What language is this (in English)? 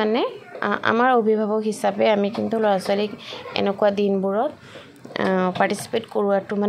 Assamese